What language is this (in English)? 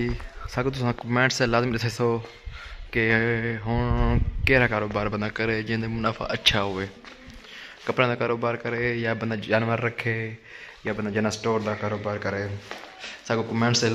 Saraiki